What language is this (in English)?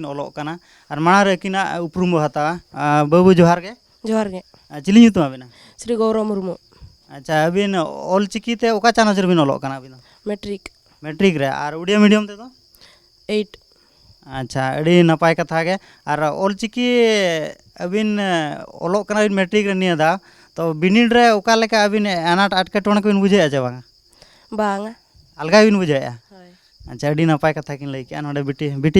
Santali